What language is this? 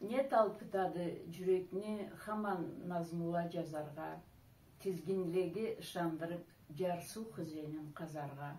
Karachay-Balkar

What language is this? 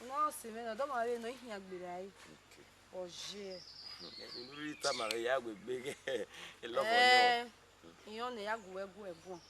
Bini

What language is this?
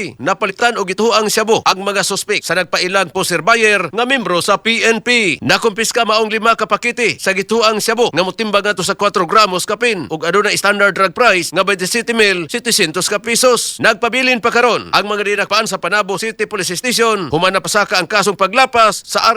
Cebuano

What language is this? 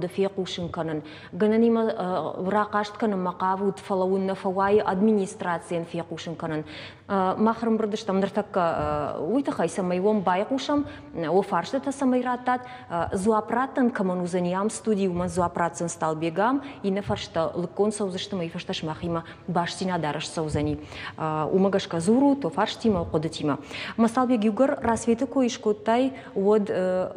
Ossetic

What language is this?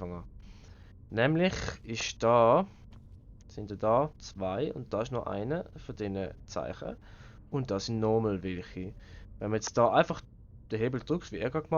Swiss German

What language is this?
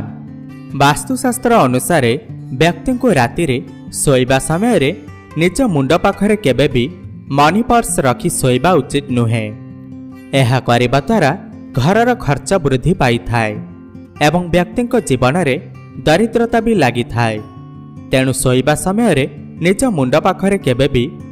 Odia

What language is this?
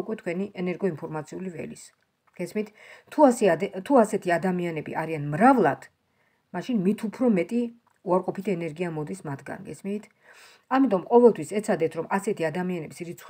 Georgian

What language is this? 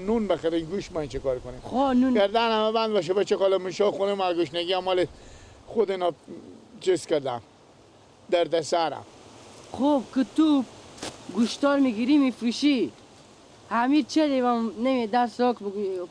Persian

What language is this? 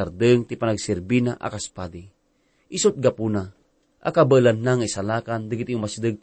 Iloko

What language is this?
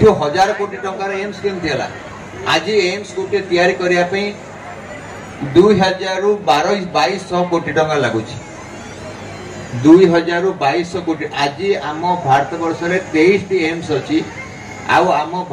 Odia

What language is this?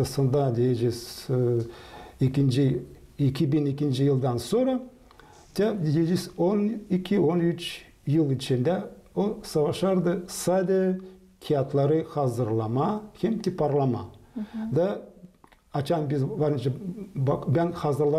Gagauz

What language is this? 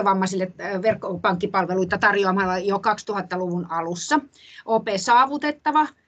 Finnish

